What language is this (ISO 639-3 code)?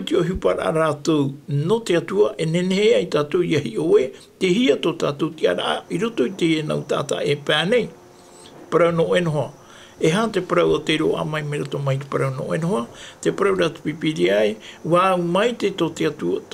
tah